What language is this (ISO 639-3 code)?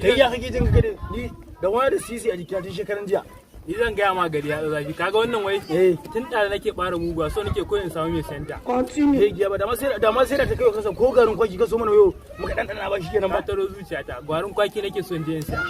hau